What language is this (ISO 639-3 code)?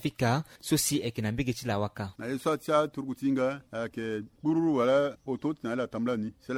sag